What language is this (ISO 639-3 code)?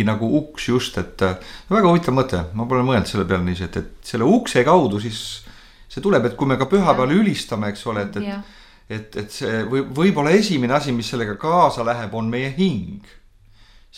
est